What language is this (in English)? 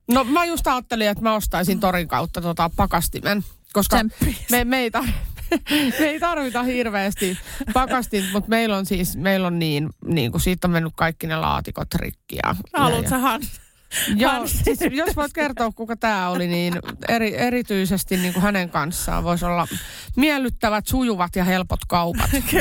Finnish